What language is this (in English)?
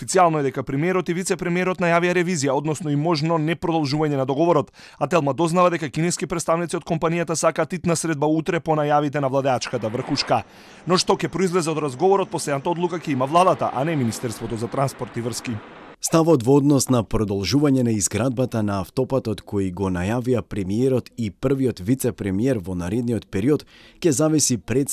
Macedonian